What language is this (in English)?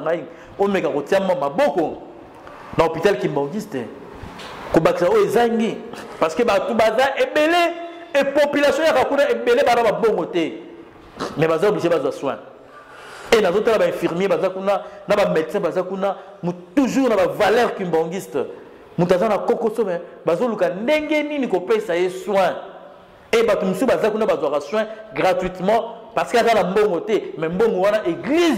Lingala